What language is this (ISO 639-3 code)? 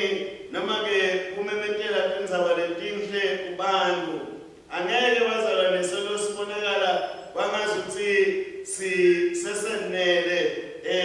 ssw